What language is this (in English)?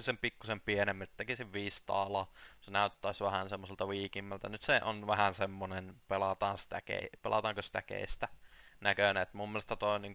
Finnish